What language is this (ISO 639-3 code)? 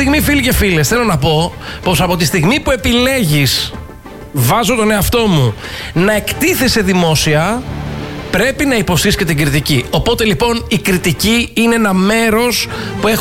ell